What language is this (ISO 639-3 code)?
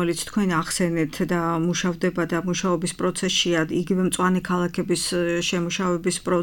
kat